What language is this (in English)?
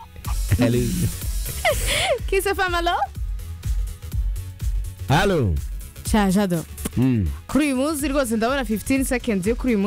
Kinyarwanda